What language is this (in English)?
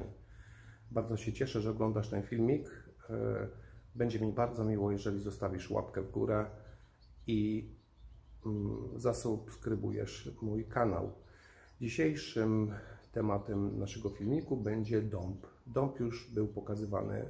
Polish